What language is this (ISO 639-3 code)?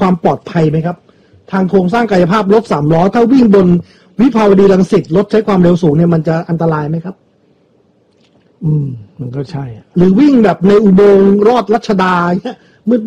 tha